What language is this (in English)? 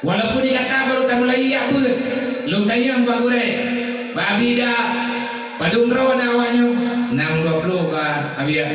Achinese